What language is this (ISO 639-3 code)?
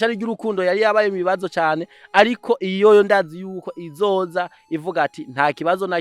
run